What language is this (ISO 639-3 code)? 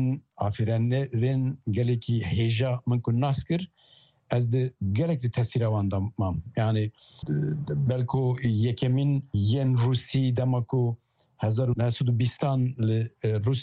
kur